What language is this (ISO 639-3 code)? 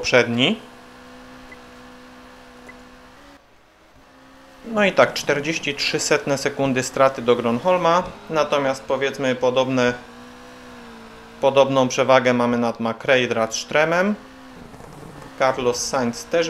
pol